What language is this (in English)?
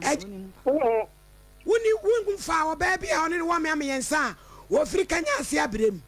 Akan